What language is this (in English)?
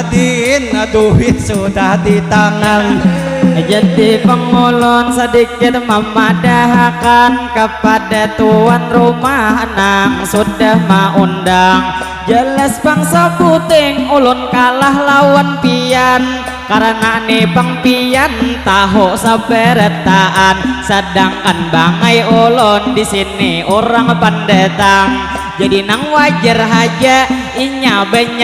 Banjar